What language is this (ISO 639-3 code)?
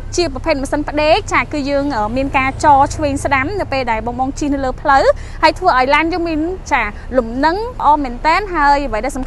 khm